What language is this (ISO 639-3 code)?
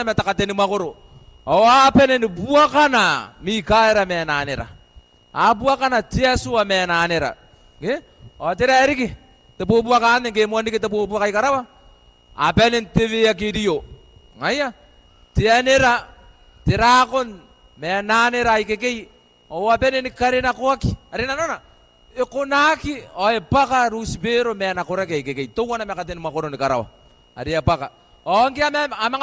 gil